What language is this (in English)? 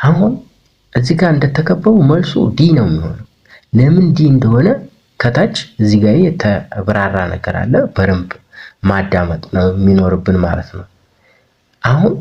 Amharic